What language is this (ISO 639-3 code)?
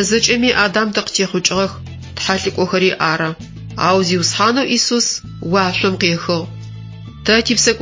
ady